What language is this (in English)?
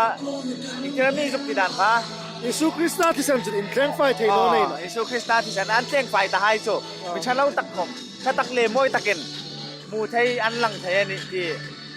Hmar